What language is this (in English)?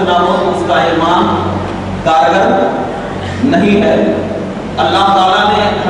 Urdu